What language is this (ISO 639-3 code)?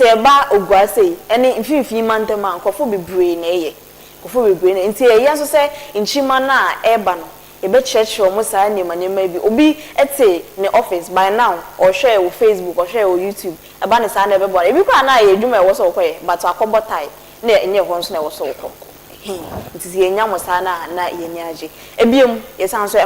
aka